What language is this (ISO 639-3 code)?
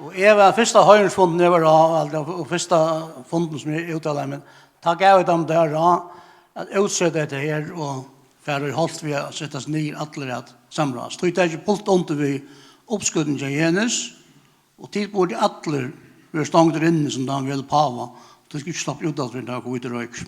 fao